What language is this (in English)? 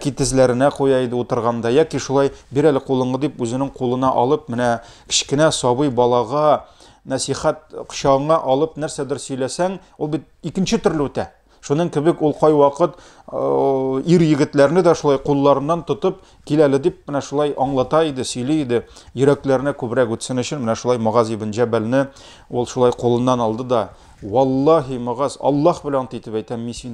Tatar